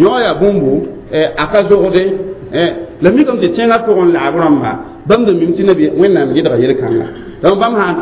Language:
Mossi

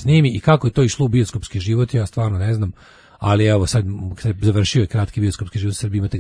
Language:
Serbian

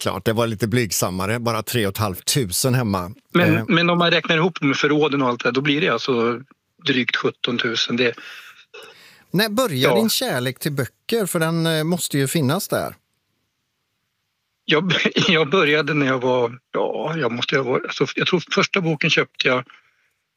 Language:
Swedish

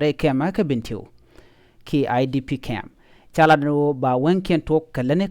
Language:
Nuer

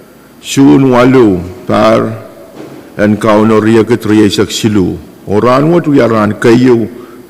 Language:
Pohnpeian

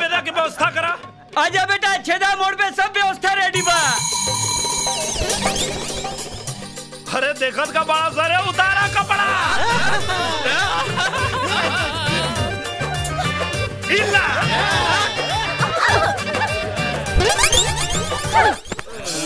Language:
Bhojpuri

